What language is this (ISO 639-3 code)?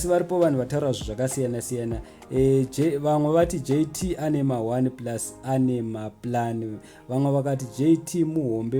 sna